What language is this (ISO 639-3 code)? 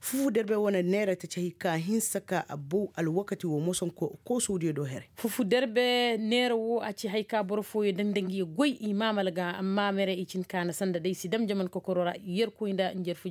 ses